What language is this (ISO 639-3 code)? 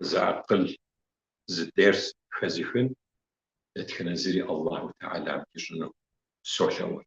kbd